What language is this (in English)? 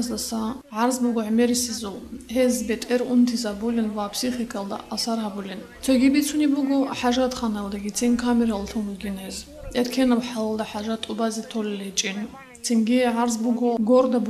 Avaric